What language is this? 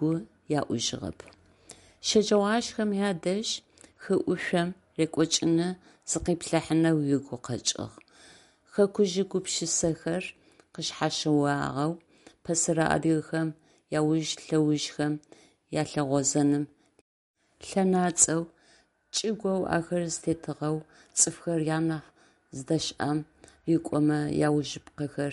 Adyghe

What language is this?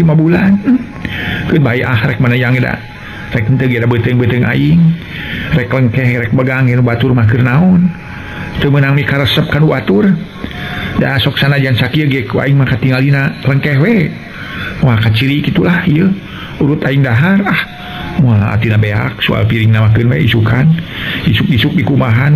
Sundanese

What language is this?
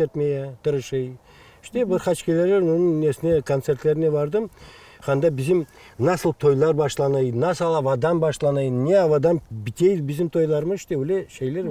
Crimean Tatar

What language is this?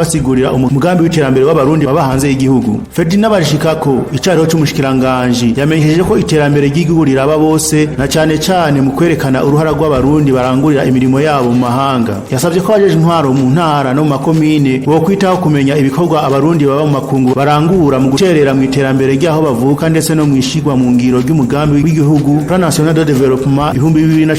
Rundi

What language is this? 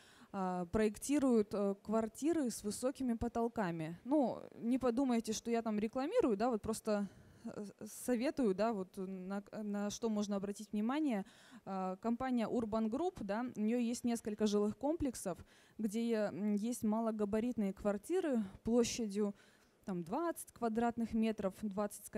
Russian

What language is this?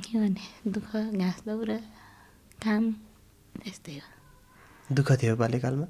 Nepali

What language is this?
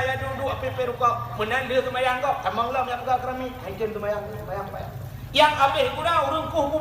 Achinese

